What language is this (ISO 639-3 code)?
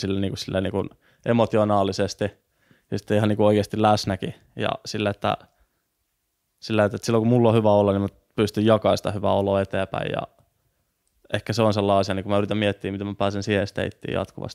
fin